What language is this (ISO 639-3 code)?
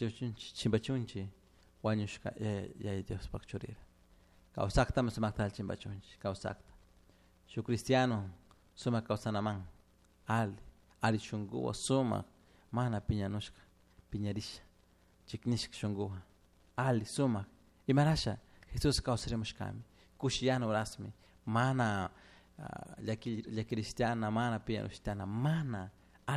qug